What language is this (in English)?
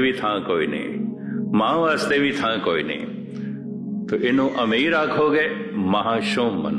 Punjabi